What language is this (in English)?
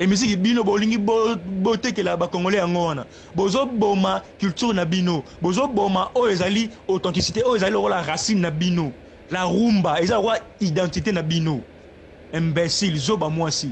Lingala